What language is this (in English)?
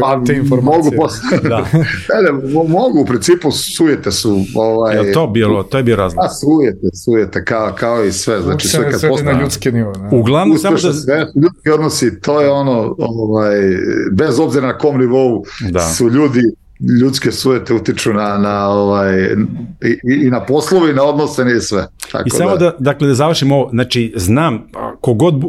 Serbian